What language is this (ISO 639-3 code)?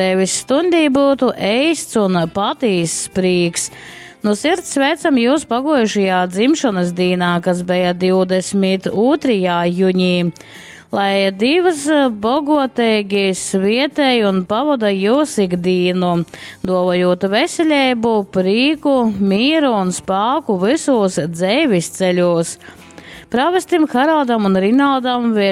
ltg